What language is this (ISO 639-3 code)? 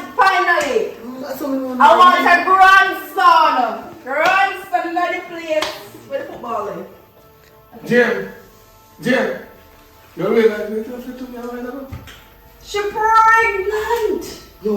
jam